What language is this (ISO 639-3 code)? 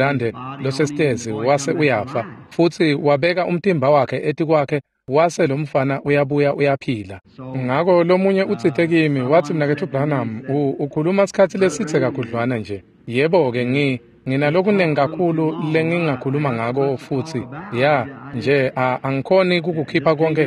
ssw